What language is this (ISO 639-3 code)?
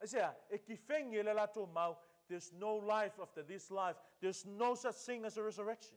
smo